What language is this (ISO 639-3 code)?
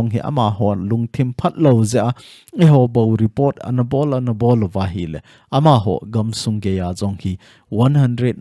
tcz